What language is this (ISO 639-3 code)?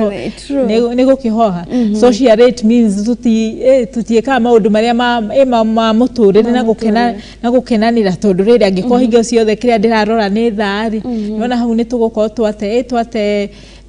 kik